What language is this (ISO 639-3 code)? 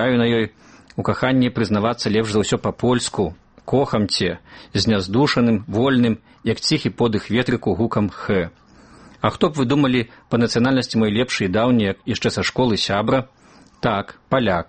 bel